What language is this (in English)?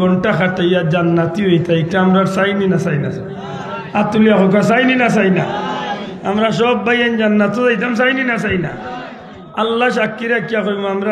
Sylheti